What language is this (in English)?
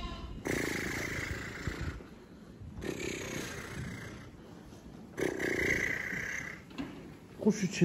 Turkish